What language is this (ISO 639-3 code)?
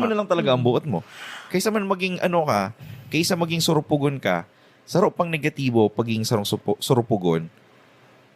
bik